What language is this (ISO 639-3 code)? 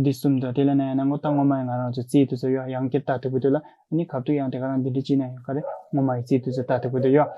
bod